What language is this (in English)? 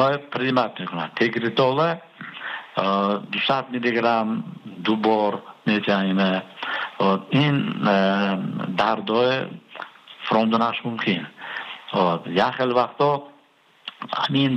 Persian